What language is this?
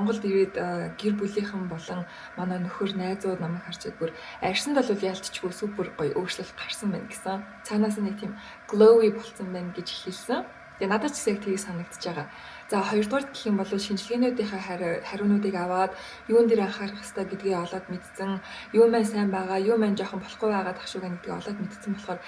Mongolian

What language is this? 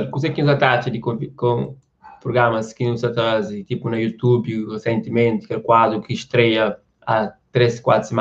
Kabuverdianu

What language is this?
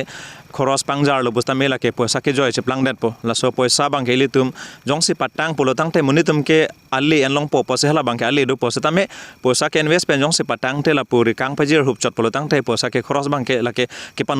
Karbi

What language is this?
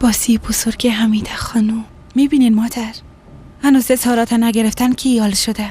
Persian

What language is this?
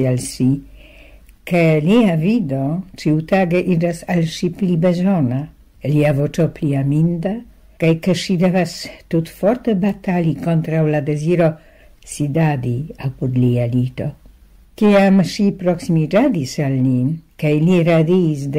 Esperanto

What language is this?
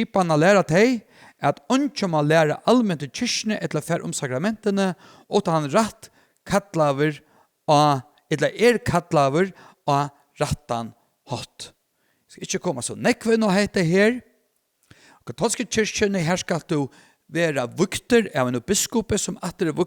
Faroese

